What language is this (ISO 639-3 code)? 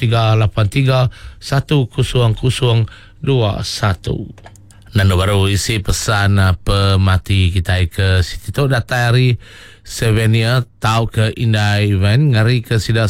iba